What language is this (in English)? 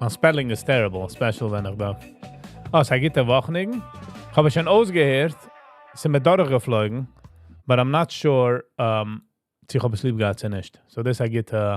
Yiddish